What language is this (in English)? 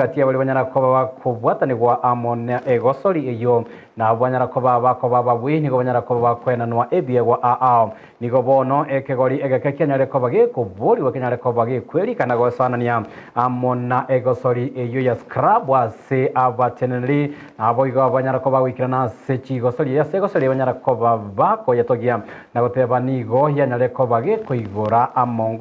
Gusii